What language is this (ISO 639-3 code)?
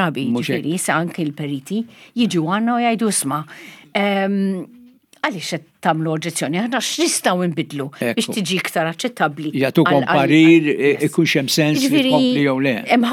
mlt